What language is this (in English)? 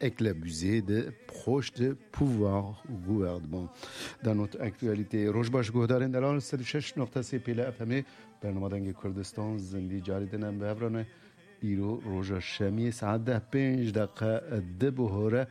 Kurdish